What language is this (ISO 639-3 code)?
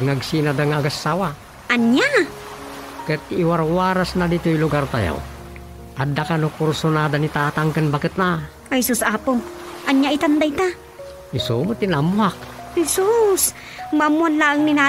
ilo